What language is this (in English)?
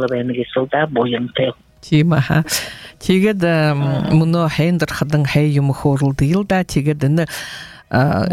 Buriat